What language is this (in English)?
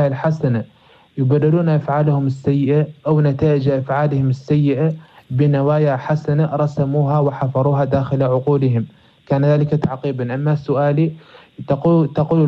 Arabic